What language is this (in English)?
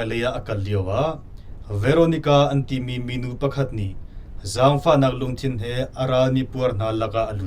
Hakha Chin